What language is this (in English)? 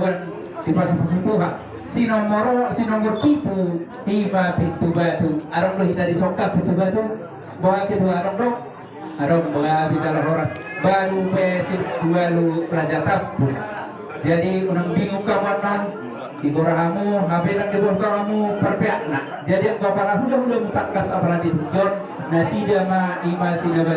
Batak Toba